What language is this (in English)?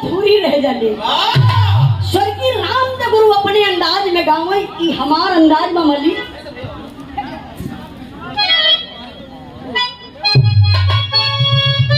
Bhojpuri